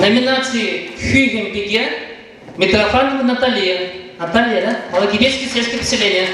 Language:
Chuvash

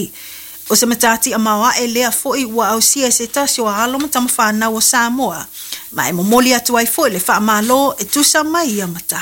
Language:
Samoan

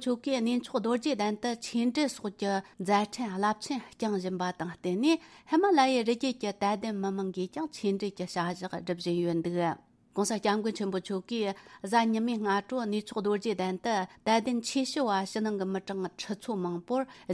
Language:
Tibetan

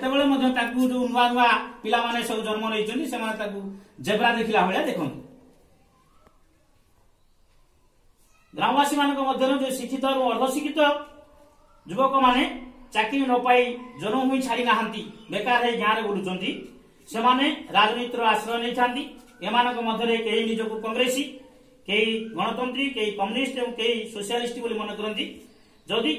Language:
Odia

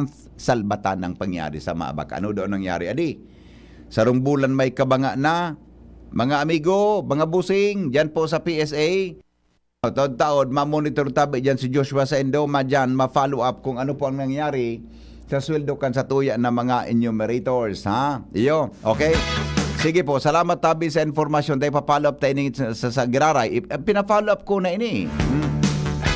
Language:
Bikol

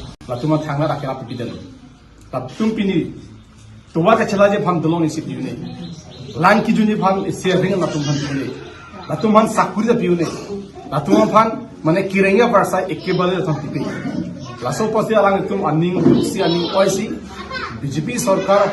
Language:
Karbi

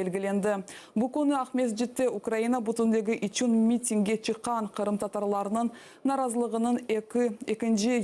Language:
Crimean Tatar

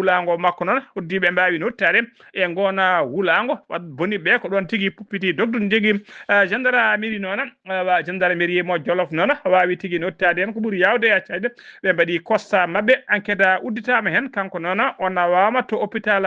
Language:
Fula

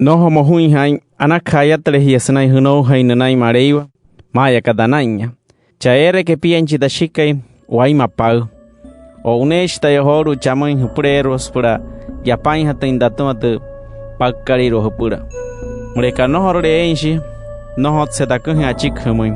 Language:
Wayuu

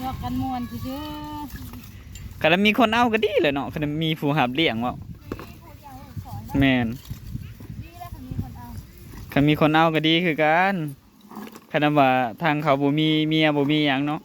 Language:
Northeastern Thai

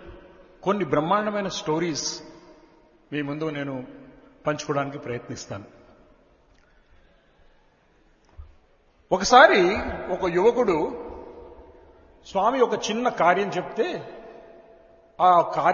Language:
Telugu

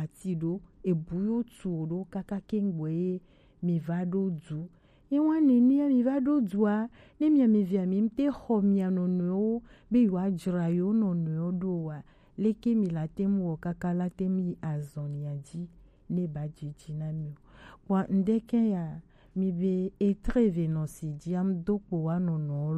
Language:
Gen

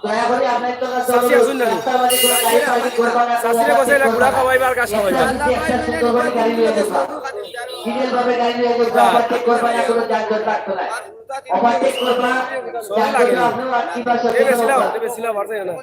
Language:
Sylheti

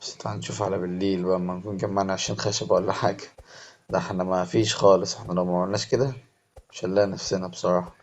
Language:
Egyptian Arabic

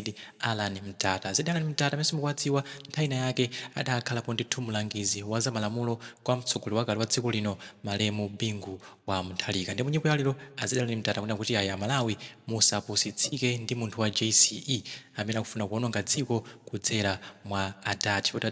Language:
Nyanja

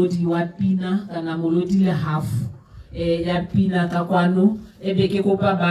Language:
Tswana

